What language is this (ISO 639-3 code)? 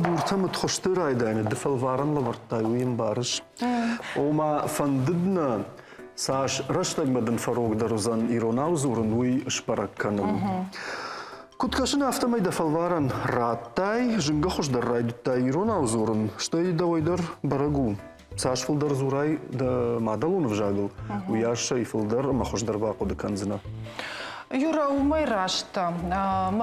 oss